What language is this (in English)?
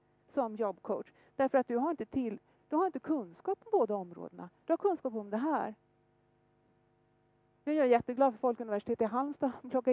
Swedish